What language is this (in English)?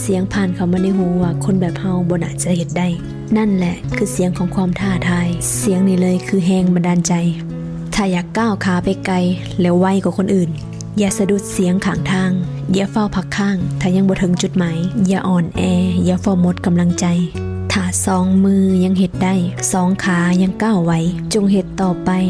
Northeastern Thai